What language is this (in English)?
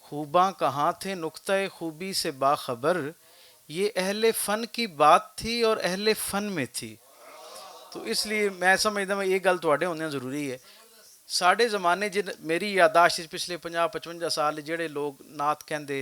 Western Panjabi